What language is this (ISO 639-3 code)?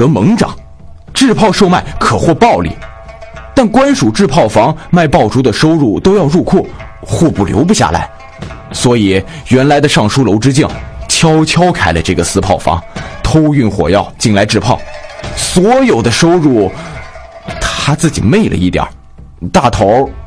zho